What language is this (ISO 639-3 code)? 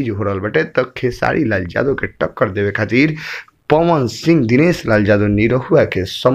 bho